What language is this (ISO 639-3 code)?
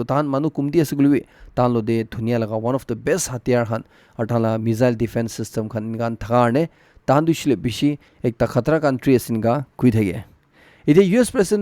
nag